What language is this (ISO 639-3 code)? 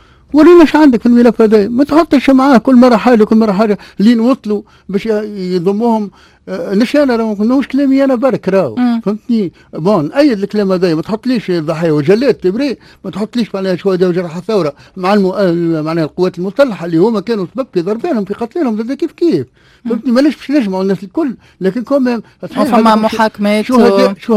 aeb